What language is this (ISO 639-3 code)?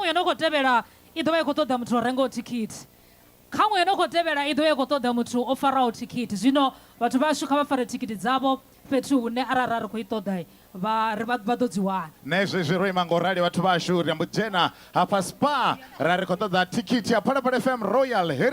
ven